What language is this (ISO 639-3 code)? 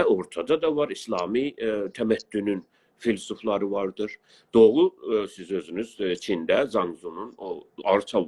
azb